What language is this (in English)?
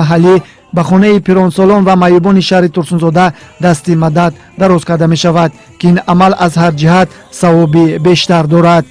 Tajik